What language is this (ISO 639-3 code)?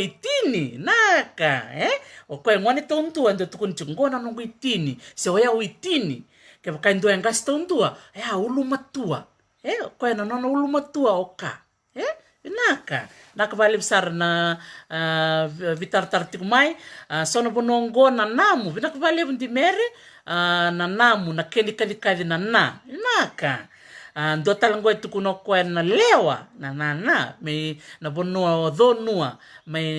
fij